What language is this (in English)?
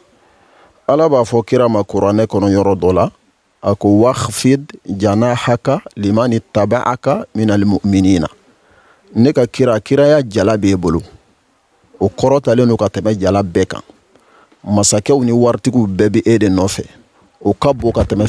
Bambara